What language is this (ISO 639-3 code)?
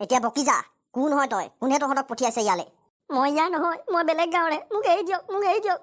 asm